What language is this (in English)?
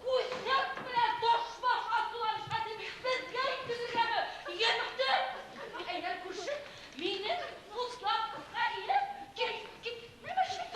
Bashkir